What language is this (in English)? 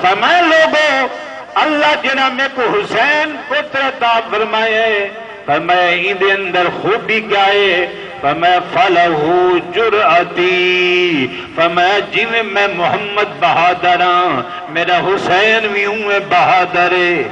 Saraiki